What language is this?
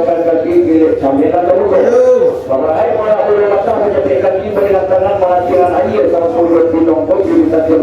Minangkabau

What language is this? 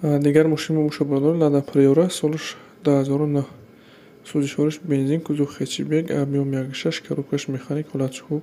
Tajik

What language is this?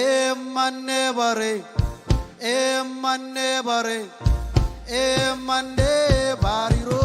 Marshallese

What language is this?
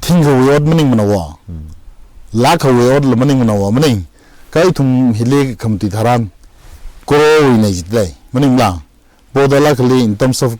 Tangkhul Naga (India)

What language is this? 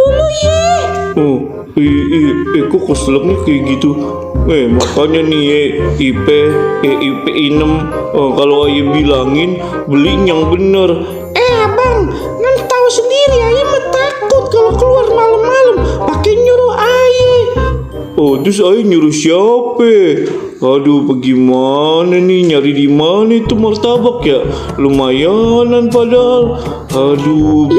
Betawi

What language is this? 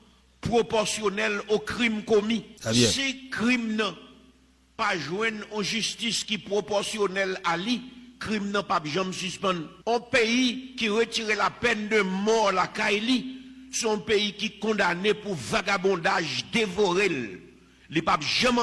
Haitian Creole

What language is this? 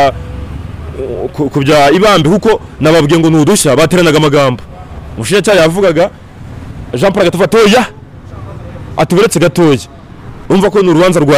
Kinyarwanda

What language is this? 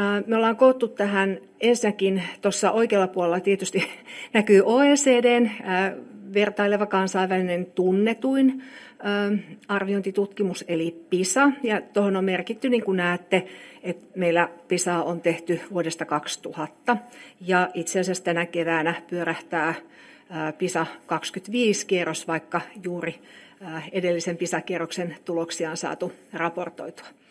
Finnish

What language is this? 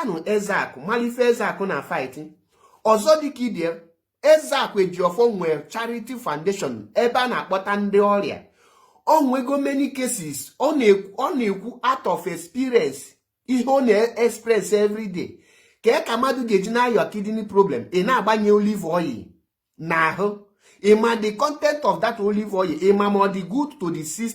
Igbo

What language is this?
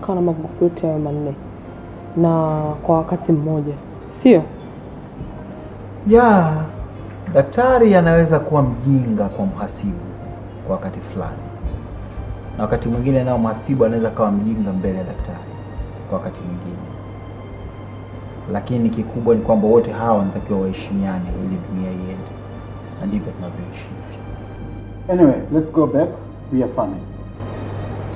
Swahili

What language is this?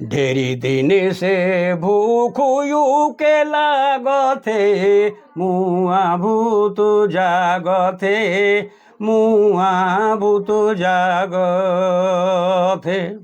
Sadri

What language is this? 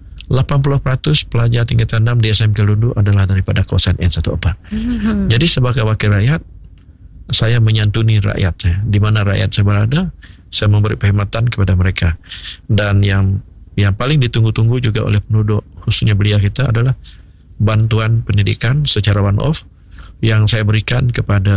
Malay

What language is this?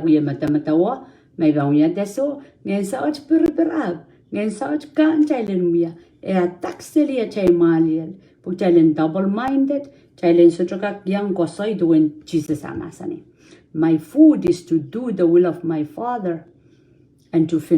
Pohnpeian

